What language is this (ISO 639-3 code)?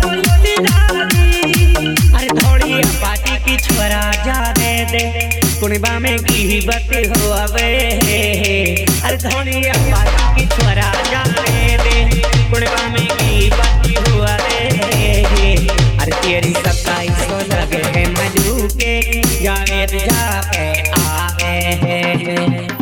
bgc